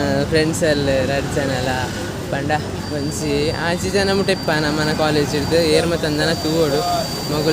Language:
Tulu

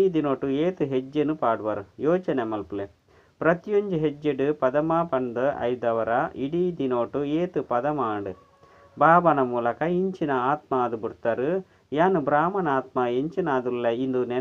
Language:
Tulu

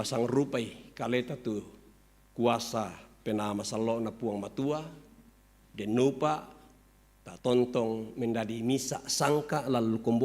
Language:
Toraja-Sa'dan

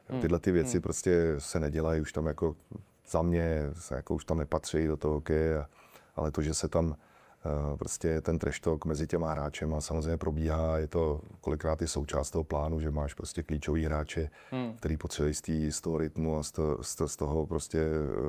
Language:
Czech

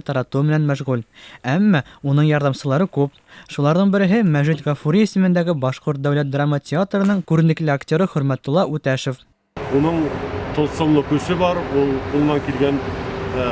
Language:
Bashkir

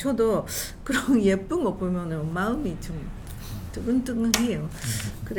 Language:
Korean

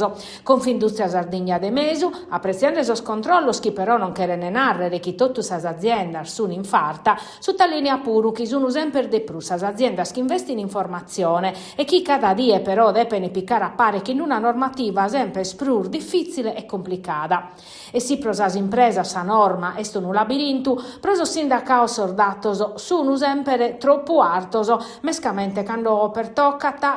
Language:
Sardinian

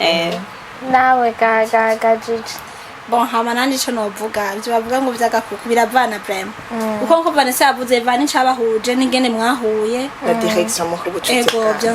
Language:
Rundi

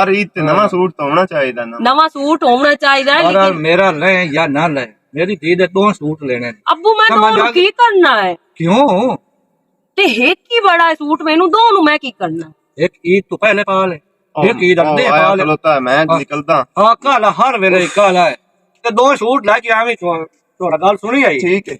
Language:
Western Panjabi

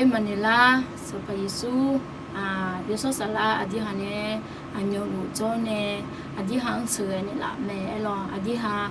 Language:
Akha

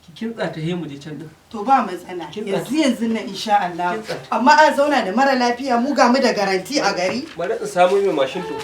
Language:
Hausa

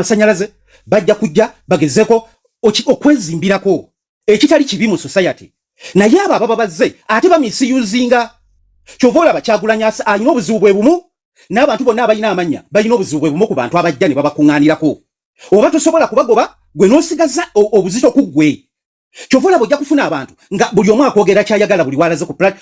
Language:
Ganda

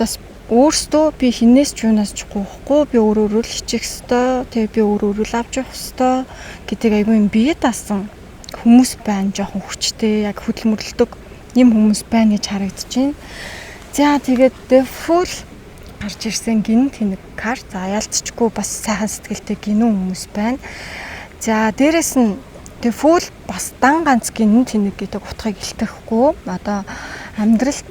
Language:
Mongolian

